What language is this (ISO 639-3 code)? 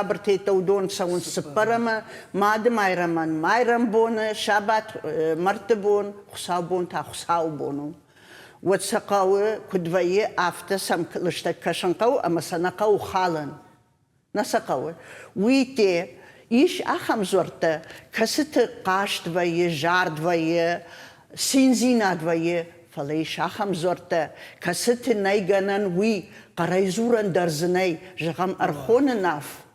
oss